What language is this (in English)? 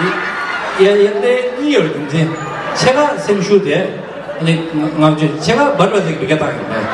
Tibetan